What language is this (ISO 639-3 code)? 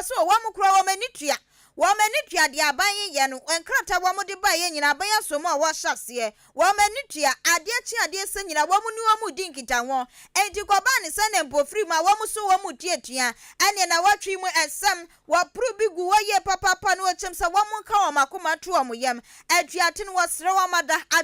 aka